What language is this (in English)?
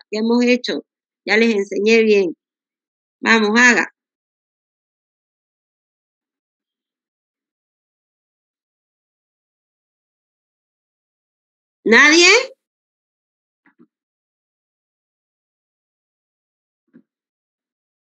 Spanish